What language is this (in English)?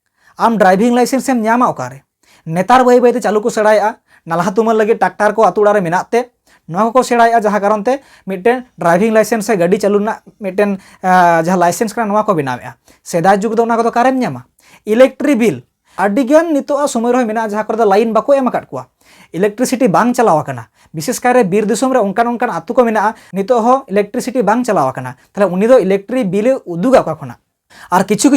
Santali